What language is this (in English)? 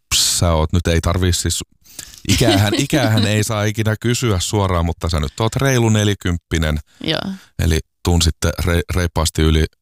Finnish